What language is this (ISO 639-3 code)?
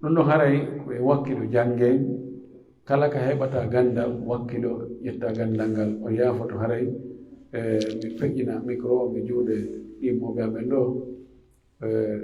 fuf